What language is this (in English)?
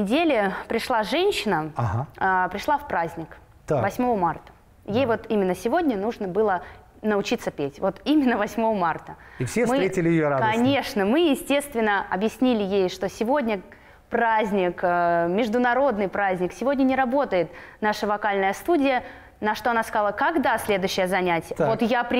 Russian